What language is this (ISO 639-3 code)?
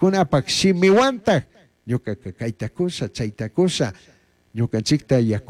qug